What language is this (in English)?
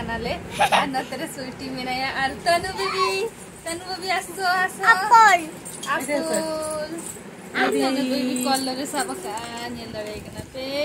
Santali